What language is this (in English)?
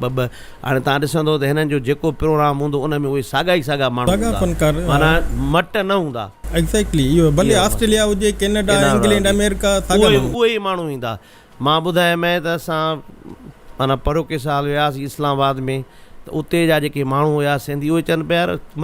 Sindhi